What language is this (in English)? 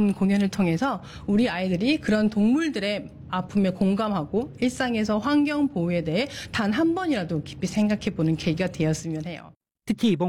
Korean